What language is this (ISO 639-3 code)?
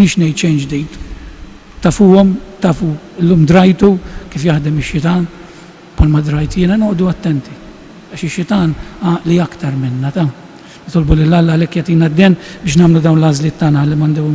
mlt